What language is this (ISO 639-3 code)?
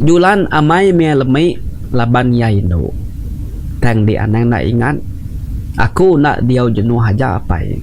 iba